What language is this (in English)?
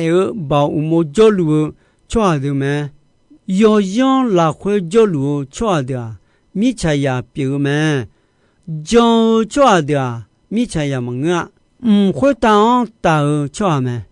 Akha